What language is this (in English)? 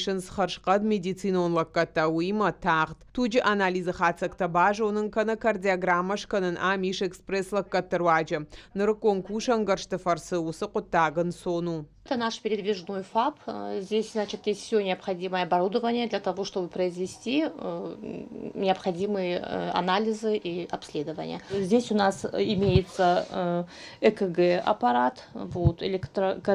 Ossetic